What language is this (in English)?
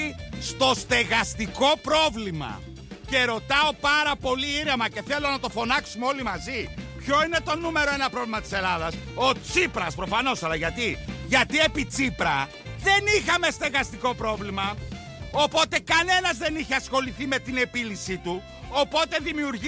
Greek